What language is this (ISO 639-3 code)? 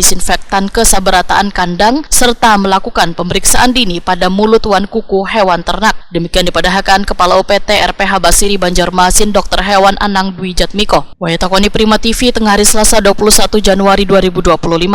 bjn